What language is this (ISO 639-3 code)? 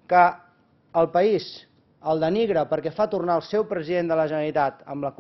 cat